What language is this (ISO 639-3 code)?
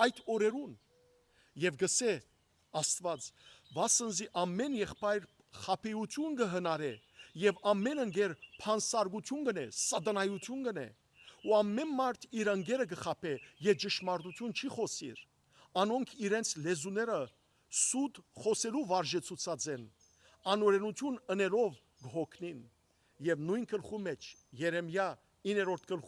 hyw